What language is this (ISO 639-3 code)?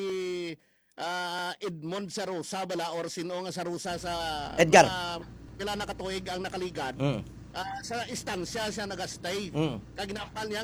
hil